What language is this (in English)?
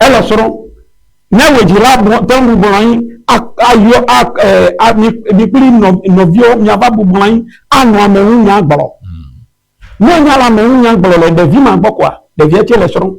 Ewe